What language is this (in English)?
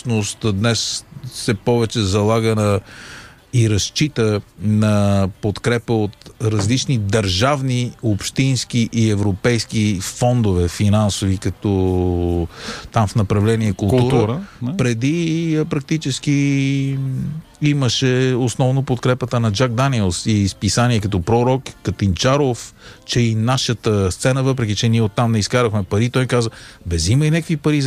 Bulgarian